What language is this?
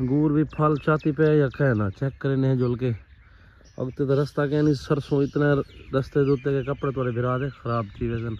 Saraiki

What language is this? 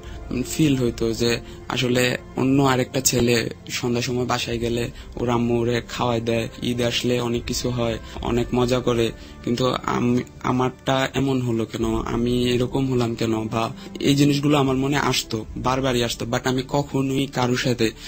Bangla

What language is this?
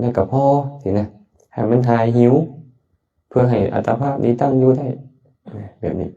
Lao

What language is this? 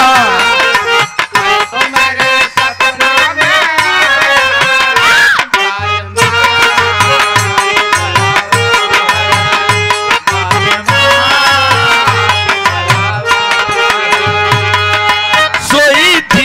Bhojpuri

